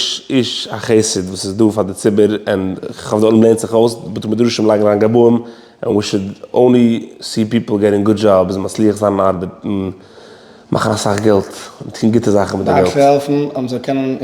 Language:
Yiddish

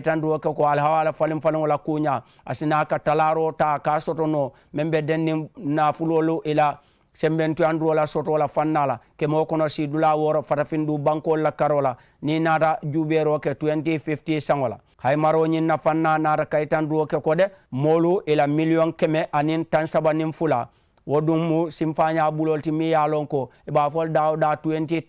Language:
Mandingo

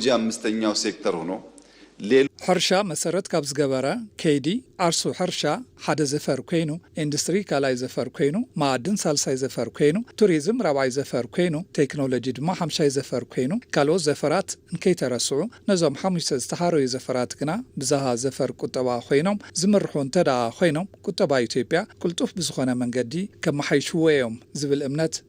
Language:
Tigrinya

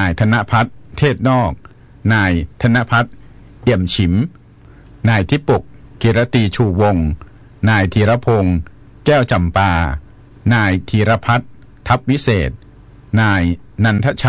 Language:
Thai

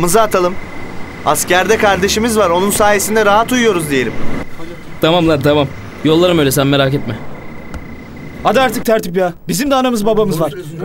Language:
Turkish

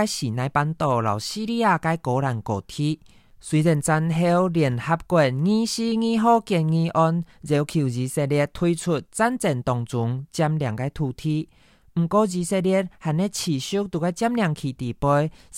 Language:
Hakka Chinese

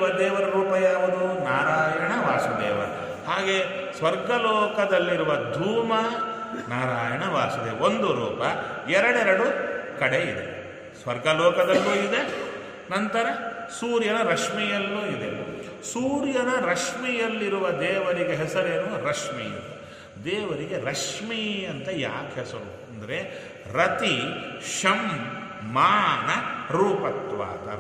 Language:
Kannada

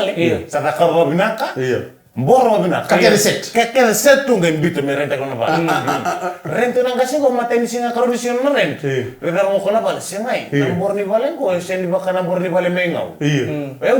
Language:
Fijian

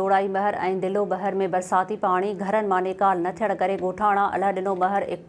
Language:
Sindhi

